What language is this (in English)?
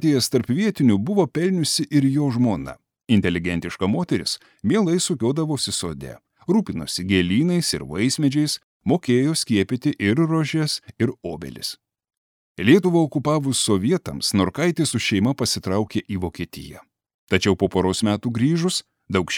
Lithuanian